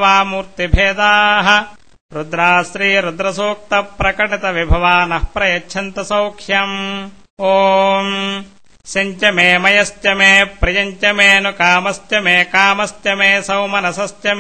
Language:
Sanskrit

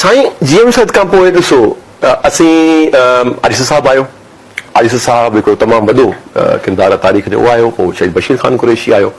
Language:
Sindhi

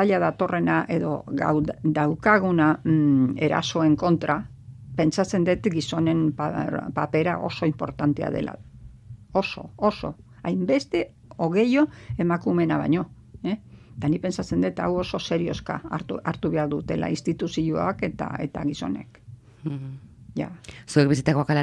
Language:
Basque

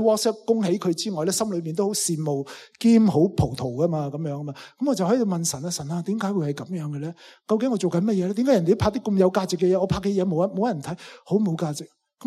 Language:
Cantonese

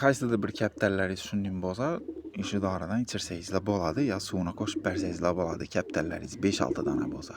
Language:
Uzbek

